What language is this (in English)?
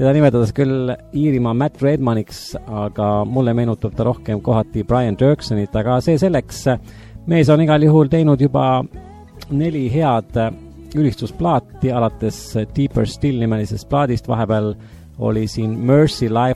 Estonian